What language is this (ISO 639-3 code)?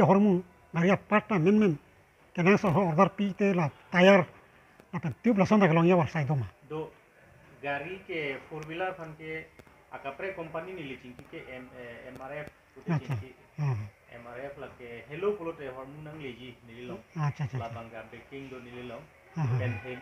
mjw